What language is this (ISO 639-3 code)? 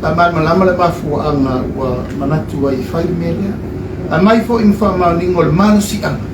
smo